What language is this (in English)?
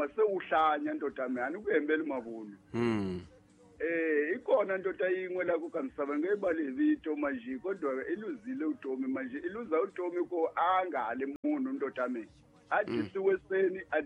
Tsonga